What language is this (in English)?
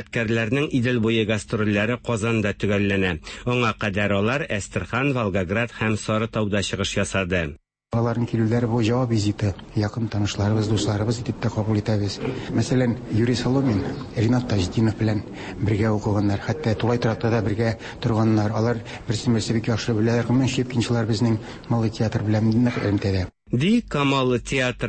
Tatar